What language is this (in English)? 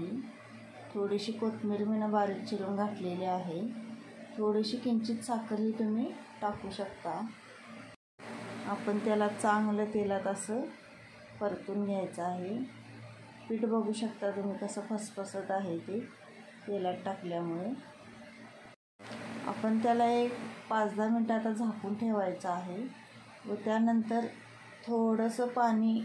Marathi